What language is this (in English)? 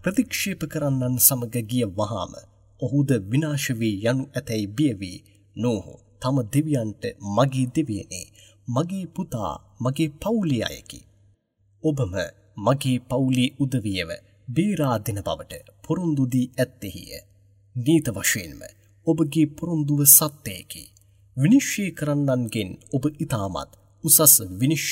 Sinhala